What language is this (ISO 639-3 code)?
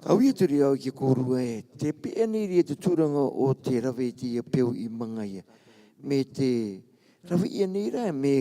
rar